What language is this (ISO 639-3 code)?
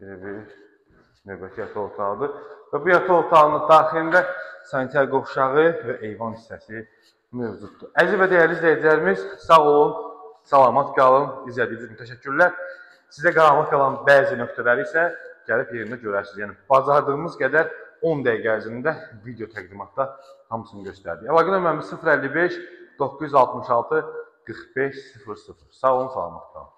aze